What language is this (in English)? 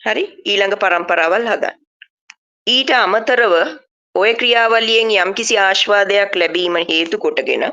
Sinhala